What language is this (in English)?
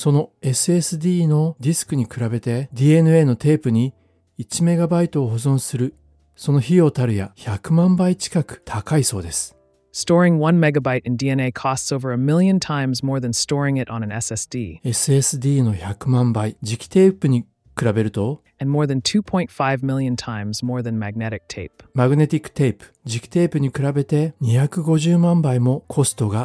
Japanese